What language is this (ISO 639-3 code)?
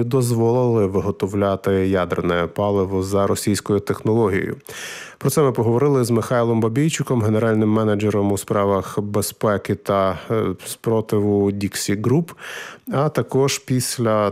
ukr